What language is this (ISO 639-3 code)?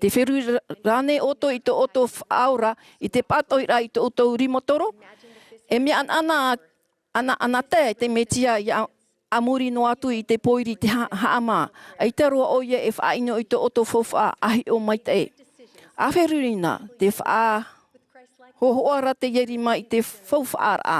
tah